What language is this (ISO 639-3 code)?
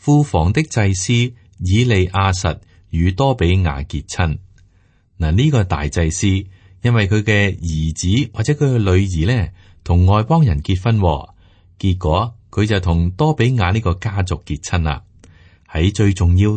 yue